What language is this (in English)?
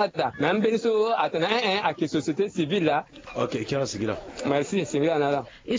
Sango